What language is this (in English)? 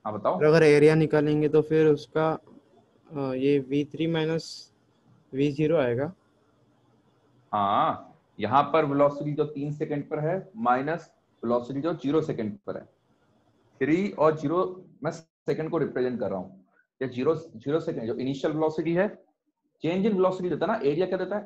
Hindi